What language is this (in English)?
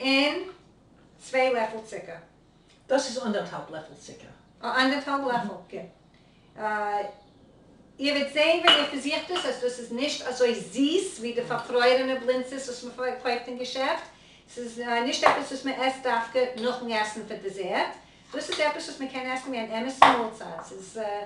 Yiddish